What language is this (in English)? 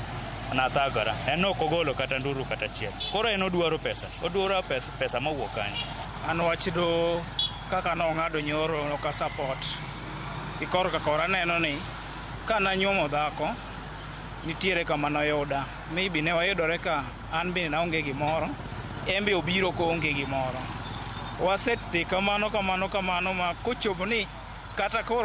Luo (Kenya and Tanzania)